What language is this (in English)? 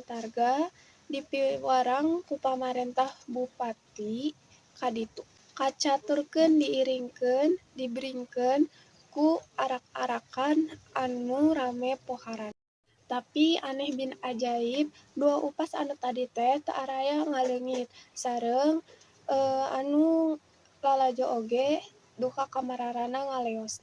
Sundanese